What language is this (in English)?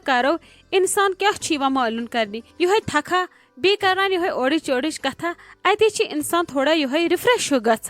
Kashmiri